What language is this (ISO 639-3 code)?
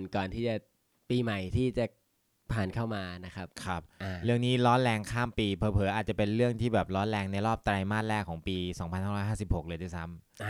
tha